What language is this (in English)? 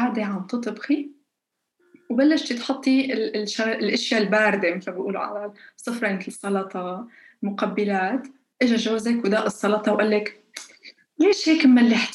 North Levantine Arabic